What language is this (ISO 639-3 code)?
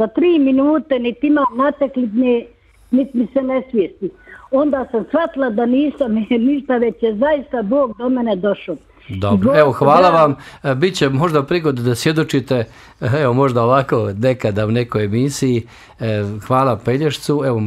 bos